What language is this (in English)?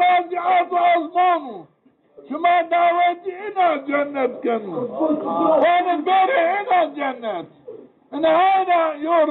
Zaza